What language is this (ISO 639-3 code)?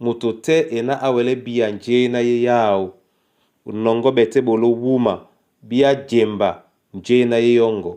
dua